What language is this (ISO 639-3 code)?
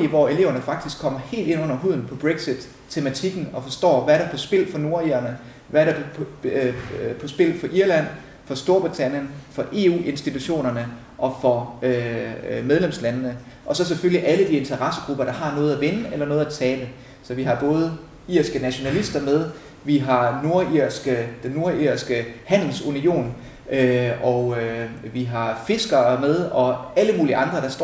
dan